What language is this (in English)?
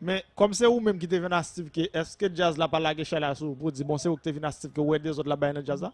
Haitian Creole